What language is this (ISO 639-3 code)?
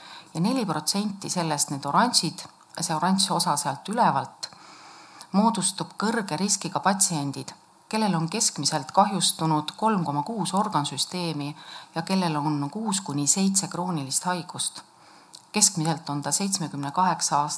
est